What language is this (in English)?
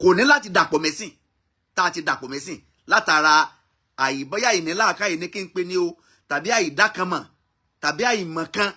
Yoruba